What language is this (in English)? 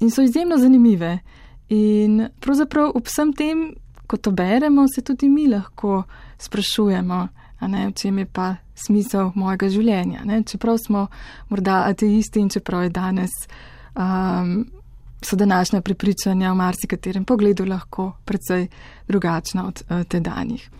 Slovenian